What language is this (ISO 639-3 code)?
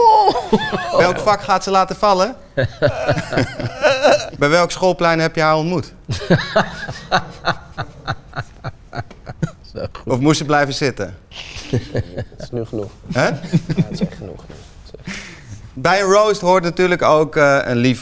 nld